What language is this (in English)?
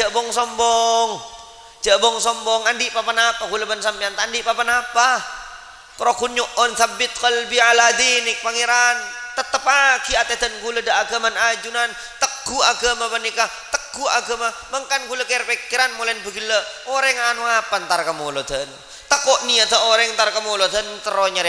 Madurese